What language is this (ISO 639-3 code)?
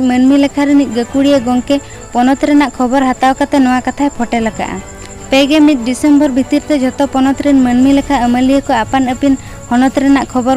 sat